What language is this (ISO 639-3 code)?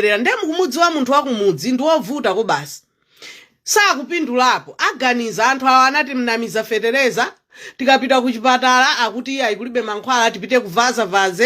nya